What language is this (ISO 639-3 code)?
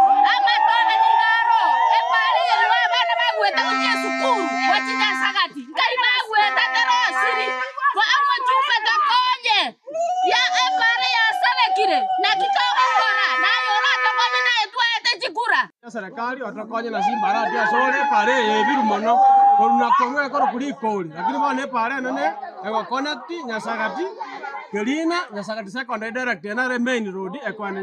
guz